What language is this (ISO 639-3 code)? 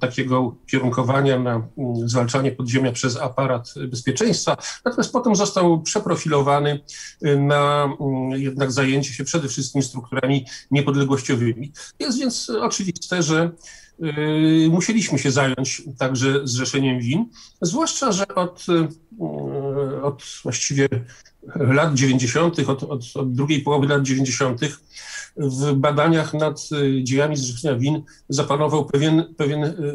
pol